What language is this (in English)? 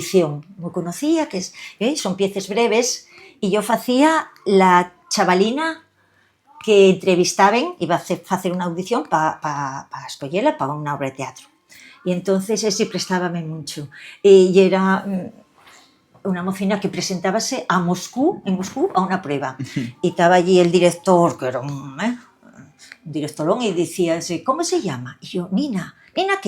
Asturian